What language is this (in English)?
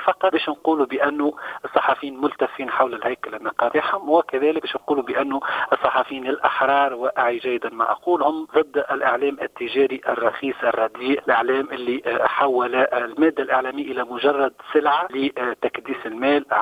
Tunisian Arabic